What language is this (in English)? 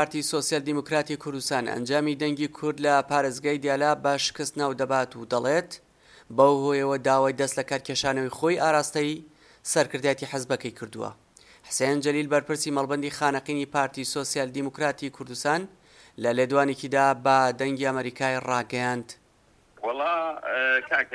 Central Kurdish